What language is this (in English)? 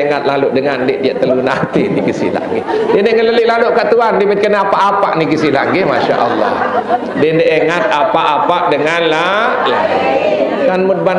Sasak